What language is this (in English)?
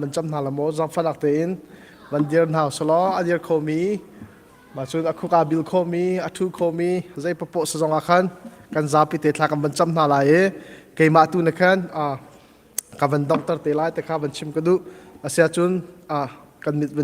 Hakha Chin